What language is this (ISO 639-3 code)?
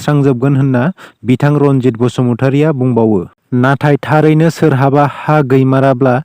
brx